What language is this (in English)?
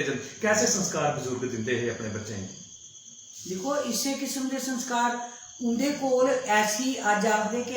Dogri